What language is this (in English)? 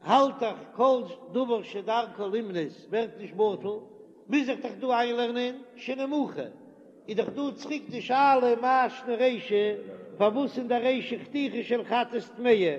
Yiddish